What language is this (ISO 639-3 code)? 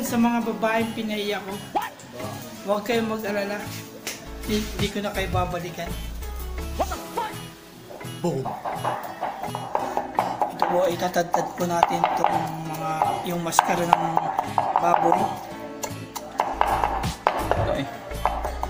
fil